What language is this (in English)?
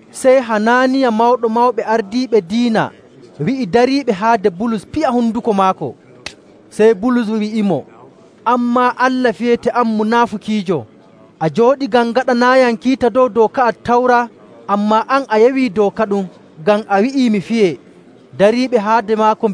Nigerian Fulfulde